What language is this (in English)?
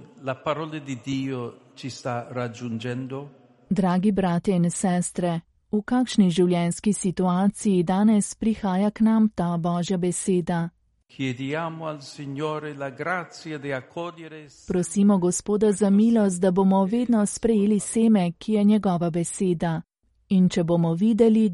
Slovenian